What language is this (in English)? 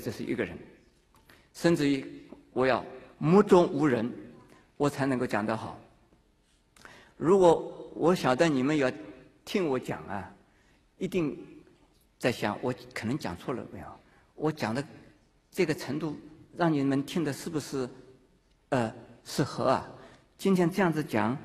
Chinese